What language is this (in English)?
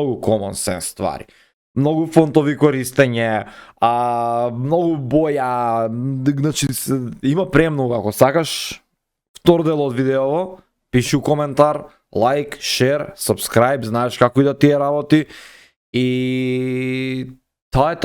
Macedonian